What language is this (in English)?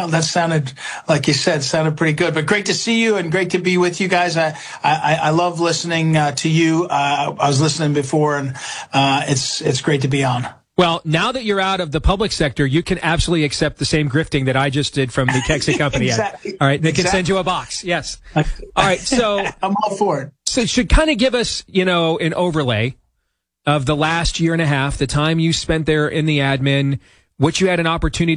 English